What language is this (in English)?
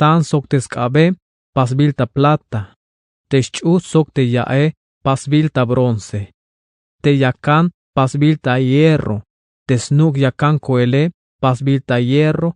Tzeltal